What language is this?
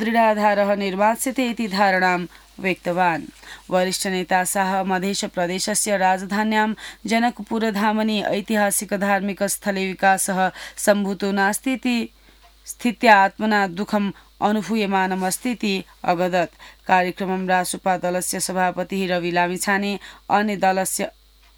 Sanskrit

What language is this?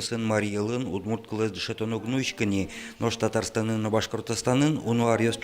Udmurt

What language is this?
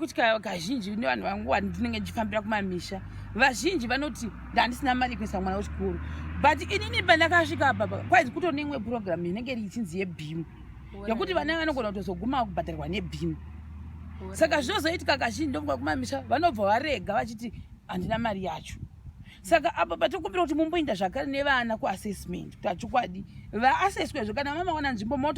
Shona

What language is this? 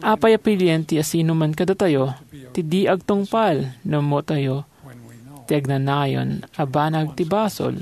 Iloko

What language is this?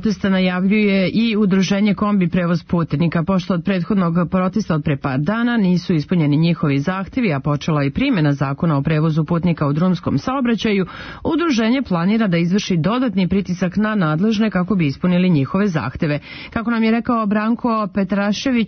Serbian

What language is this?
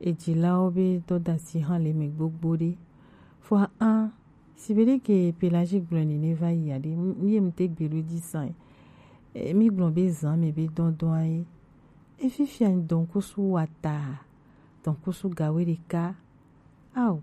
Gen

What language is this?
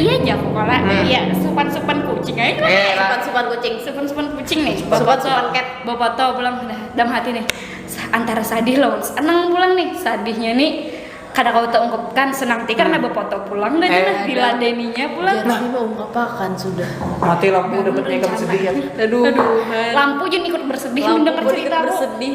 Banjar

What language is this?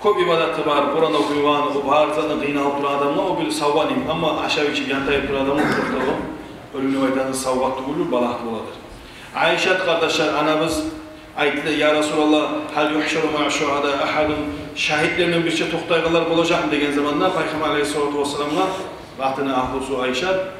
Kumyk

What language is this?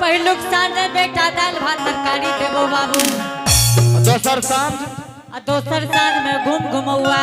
Angika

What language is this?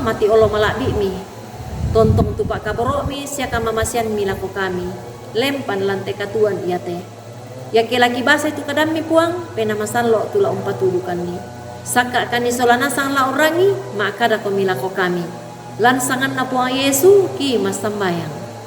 Toraja-Sa'dan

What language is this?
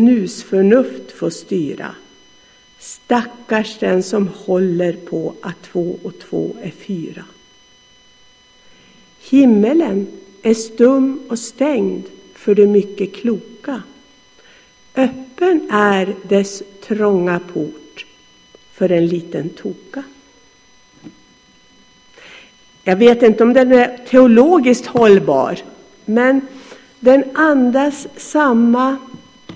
Swedish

